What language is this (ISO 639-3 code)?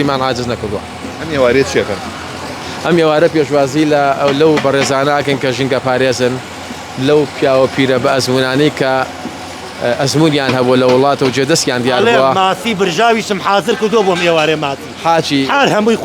ckb